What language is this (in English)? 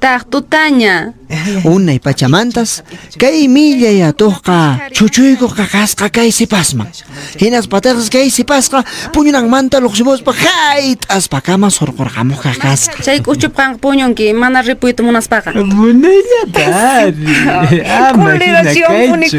Quechua